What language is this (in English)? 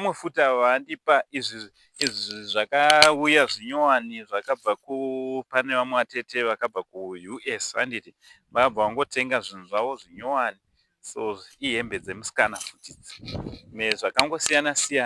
Shona